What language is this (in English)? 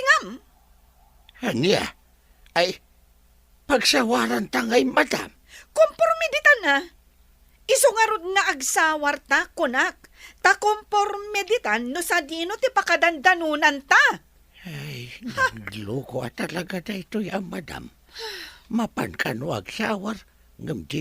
Iloko